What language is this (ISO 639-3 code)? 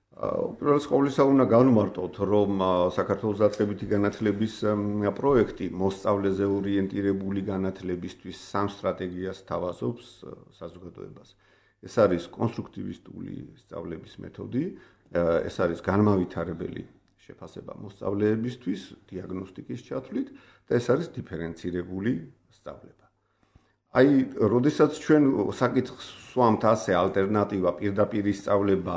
kat